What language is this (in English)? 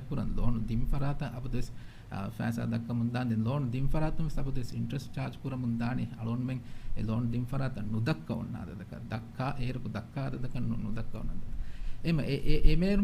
Divehi